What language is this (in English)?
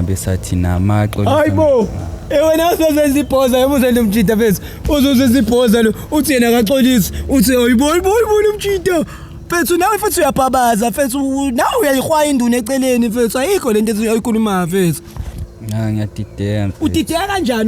Zulu